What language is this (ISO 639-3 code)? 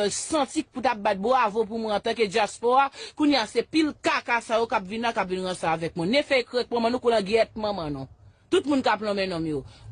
hat